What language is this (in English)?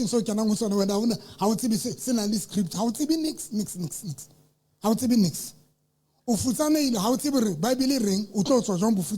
Southern Sotho